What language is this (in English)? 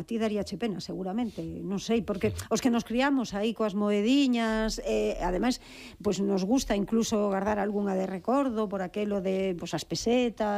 Galician